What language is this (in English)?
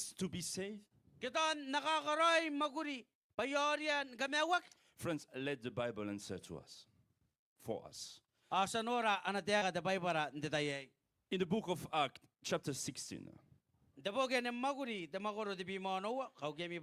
Gilbertese